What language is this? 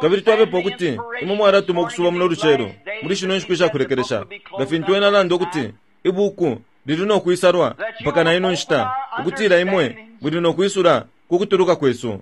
Bemba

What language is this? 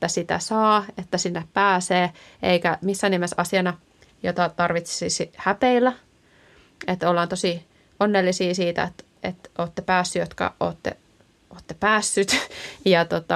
Finnish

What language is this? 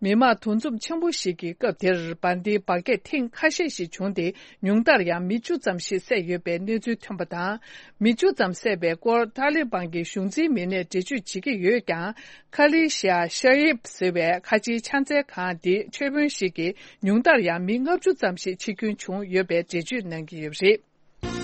Tibetan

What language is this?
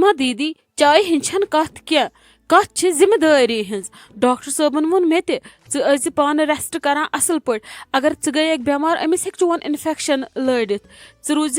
Kashmiri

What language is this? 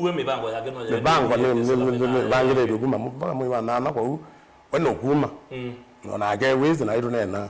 Kamba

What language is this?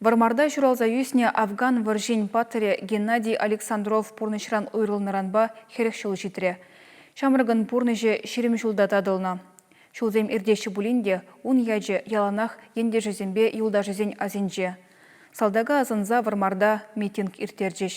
Chuvash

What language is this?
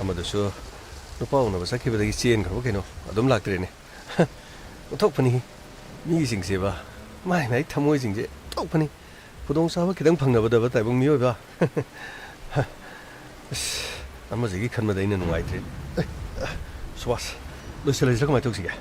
Manipuri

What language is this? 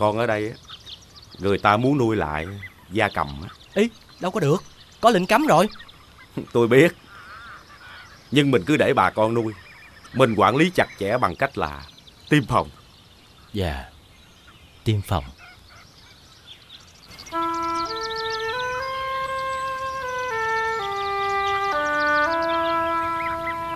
Vietnamese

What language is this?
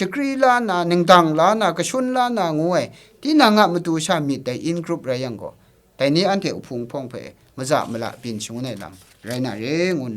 Kachin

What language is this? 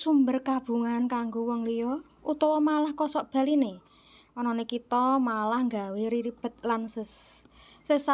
Javanese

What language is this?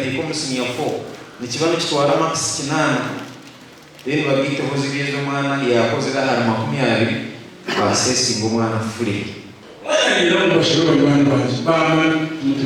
Nyankole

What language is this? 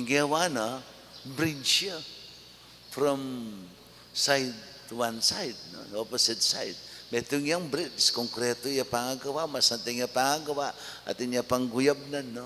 Pampanga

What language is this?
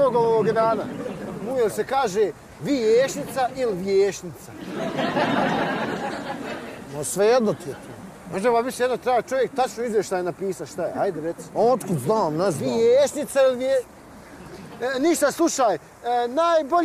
Bosnian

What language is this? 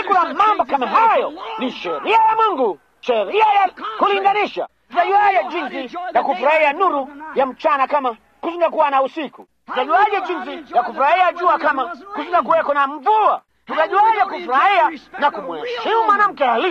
Swahili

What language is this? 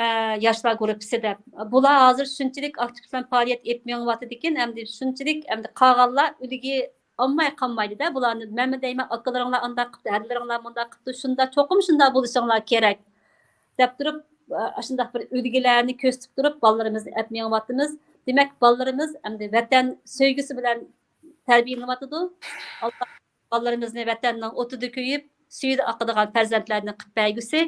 Uyghur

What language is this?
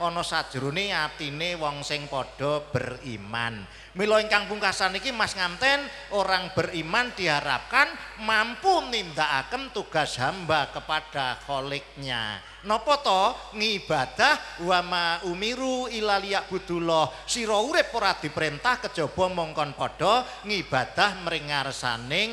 Javanese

